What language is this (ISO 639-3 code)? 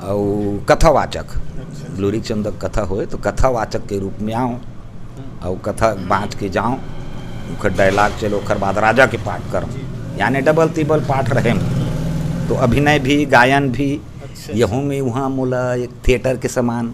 hne